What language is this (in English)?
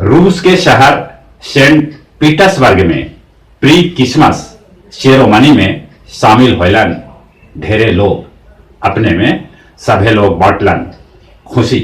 Magahi